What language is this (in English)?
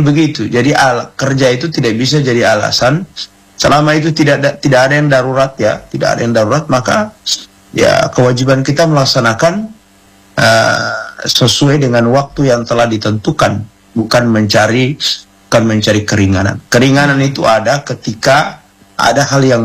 Indonesian